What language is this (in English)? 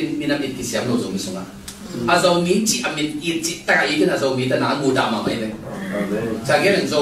Tedim Chin